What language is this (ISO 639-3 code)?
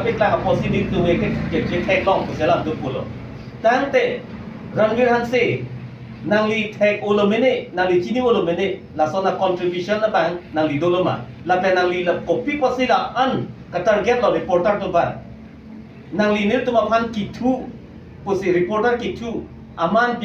mjw